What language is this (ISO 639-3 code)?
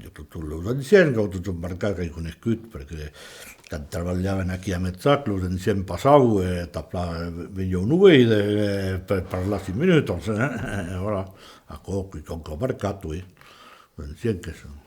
oci